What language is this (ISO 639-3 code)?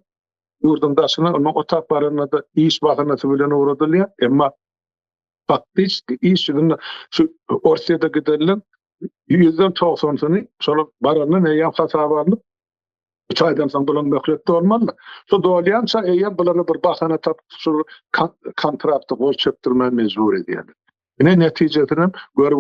tuk